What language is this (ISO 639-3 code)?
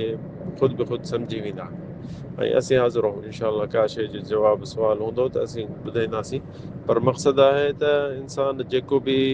snd